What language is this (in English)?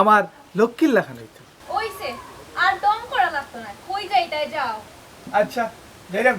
Sylheti